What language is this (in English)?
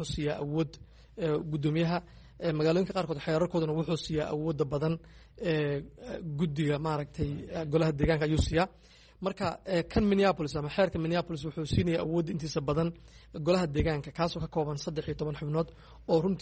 Somali